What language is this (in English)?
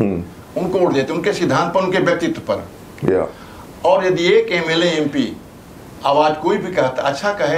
Hindi